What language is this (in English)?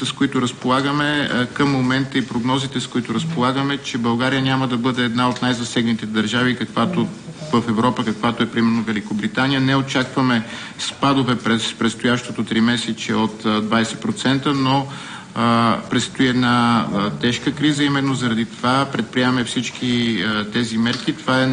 Bulgarian